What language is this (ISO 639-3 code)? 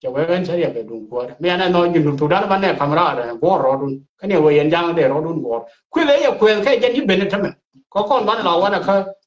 nus